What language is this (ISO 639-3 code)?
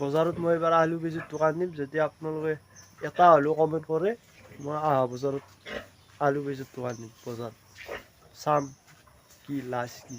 asm